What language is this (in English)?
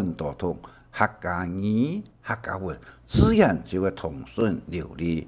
Hakka Chinese